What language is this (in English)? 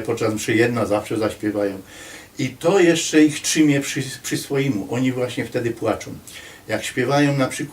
Silesian